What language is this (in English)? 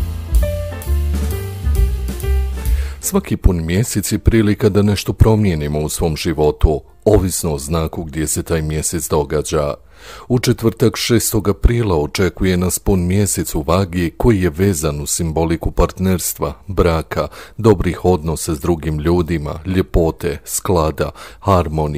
Croatian